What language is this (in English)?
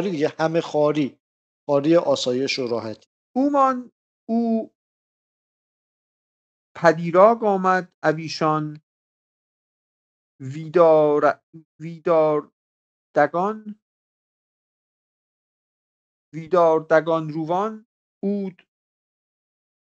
Persian